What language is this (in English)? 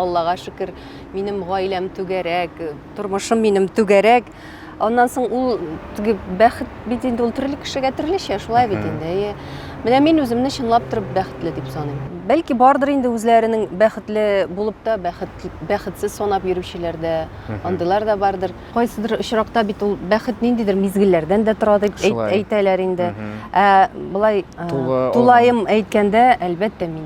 Tatar